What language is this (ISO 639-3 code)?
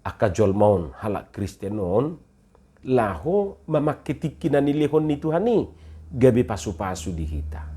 bbc